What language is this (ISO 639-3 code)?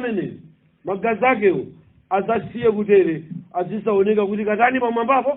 nya